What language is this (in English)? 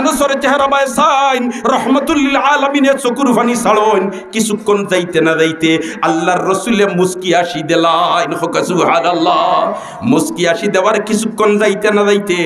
Sylheti